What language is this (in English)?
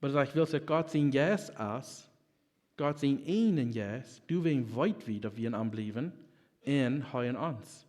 Plautdietsch